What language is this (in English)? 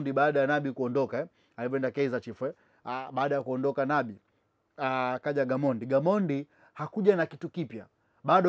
Swahili